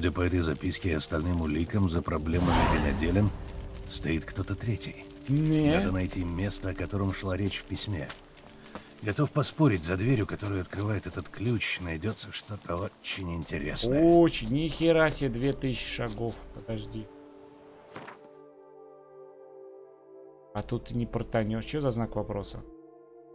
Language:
Russian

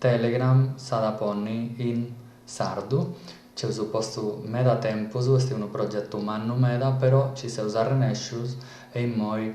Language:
Sardinian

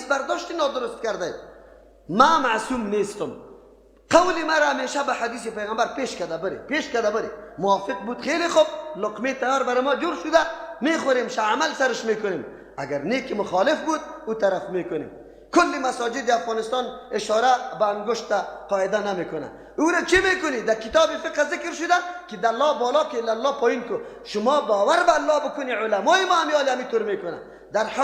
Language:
Persian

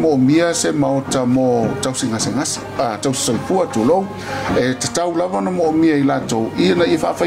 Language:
Samoan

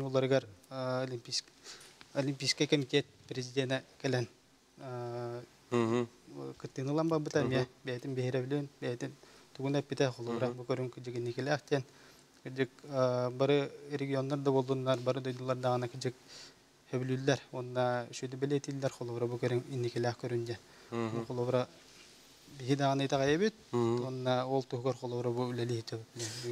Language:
Yakut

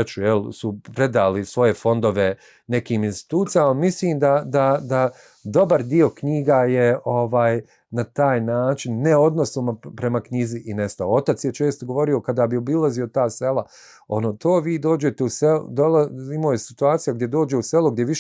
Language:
Bosnian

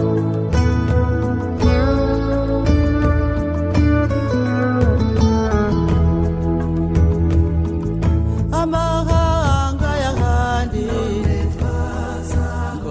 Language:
Kinyarwanda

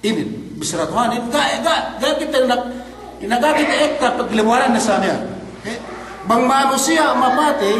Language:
Yakan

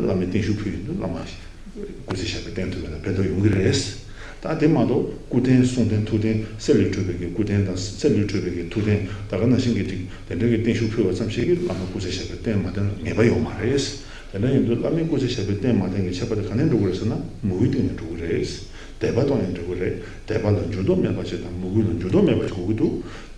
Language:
Tibetan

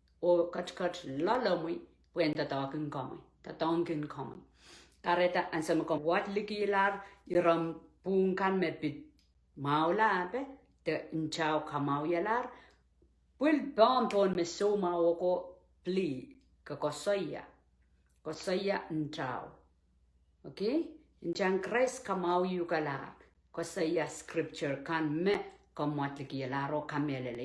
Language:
Pohnpeian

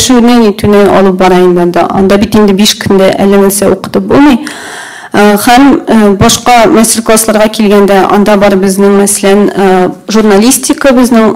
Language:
Tatar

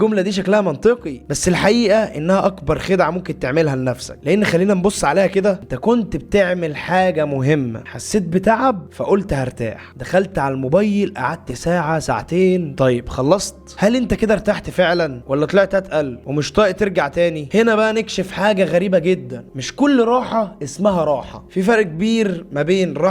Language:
Egyptian Arabic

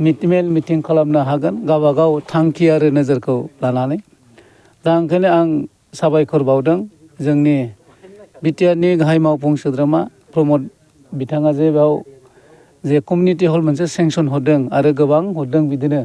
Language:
Bodo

